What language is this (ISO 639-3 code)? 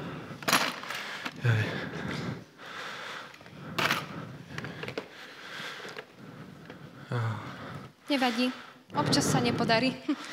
slk